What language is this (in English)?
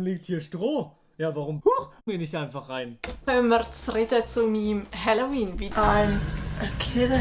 Swiss German